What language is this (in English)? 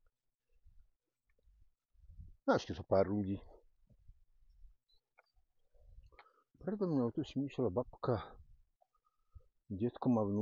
Slovak